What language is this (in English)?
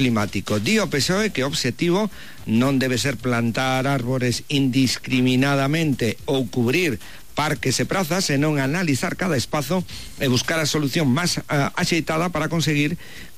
Galician